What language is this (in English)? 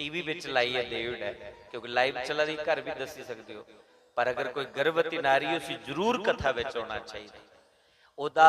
Dogri